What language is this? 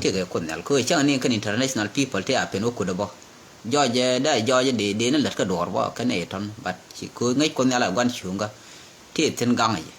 Nuer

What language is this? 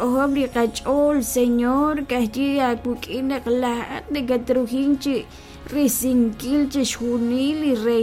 Kekchí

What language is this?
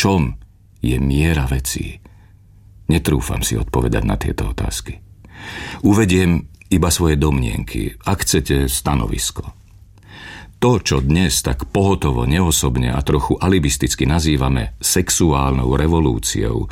Slovak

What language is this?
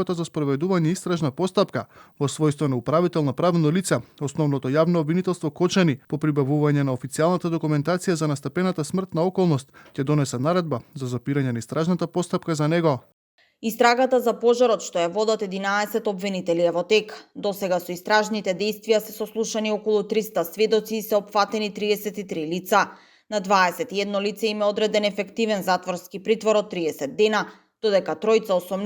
Macedonian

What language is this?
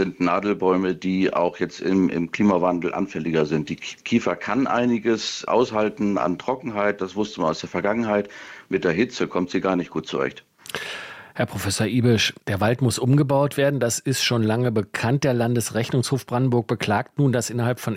German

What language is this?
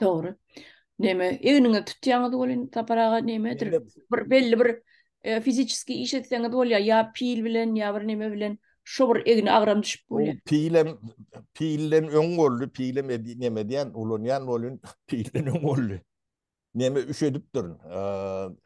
Turkmen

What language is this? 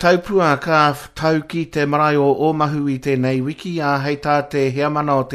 Māori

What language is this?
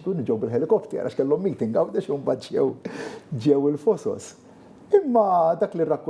Maltese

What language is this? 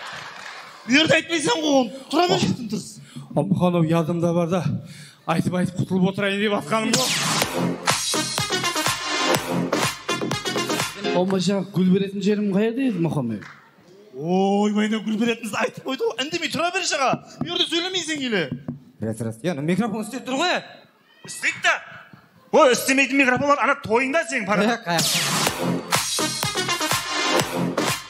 Kazakh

